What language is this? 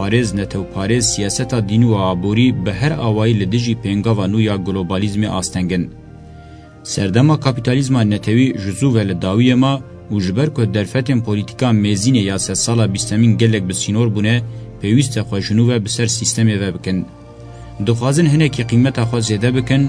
Kurdish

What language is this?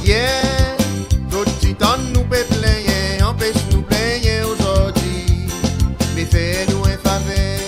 Seselwa Creole French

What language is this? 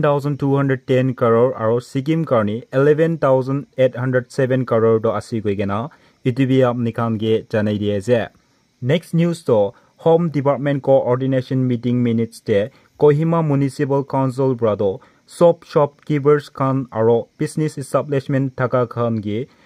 Naga Pidgin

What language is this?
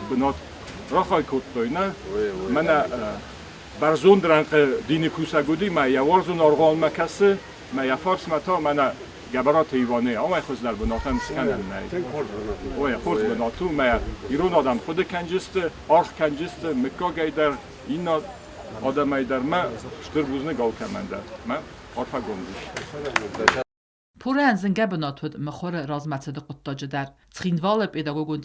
Ossetic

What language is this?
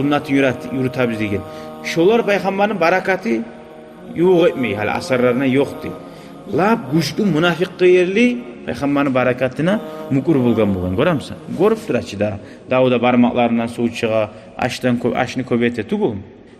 Kumyk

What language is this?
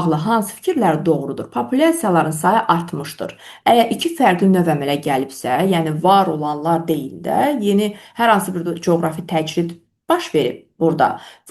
Azerbaijani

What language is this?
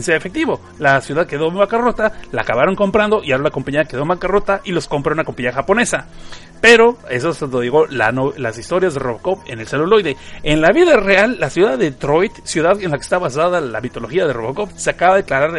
Spanish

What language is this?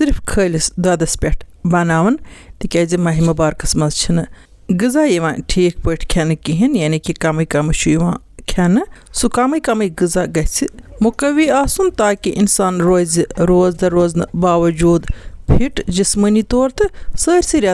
Kashmiri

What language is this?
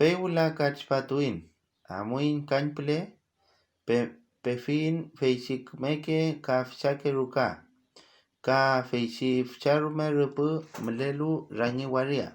Mapuche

